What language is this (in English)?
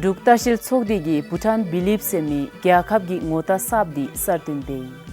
Dzongkha